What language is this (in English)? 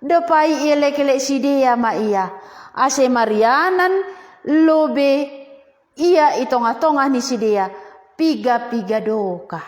Batak Simalungun